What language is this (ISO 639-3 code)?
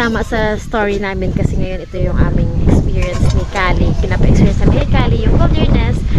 fil